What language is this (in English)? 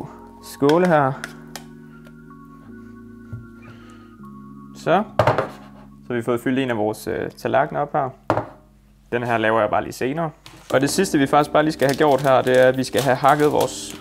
Danish